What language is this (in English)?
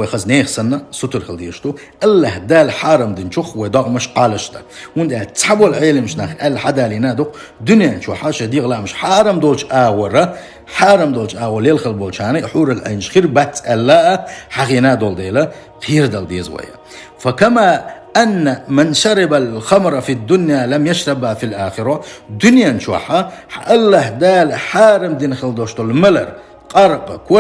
Chechen